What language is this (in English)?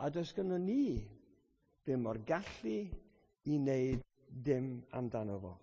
Welsh